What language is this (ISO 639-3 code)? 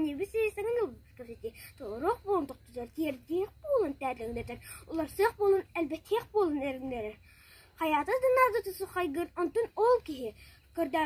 sah